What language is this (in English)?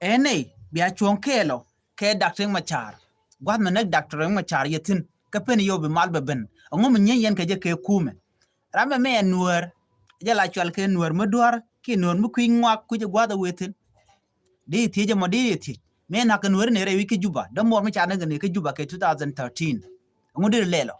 Nuer